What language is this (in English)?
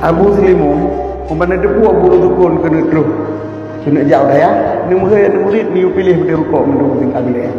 Achinese